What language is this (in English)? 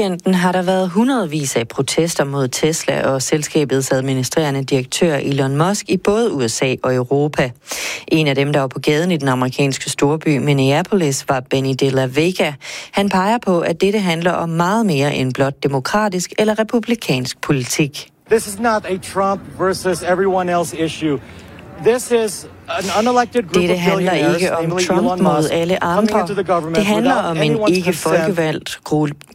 Danish